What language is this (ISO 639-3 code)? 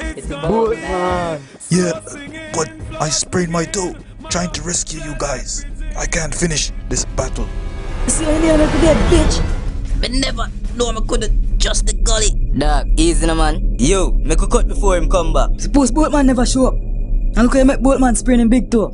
jam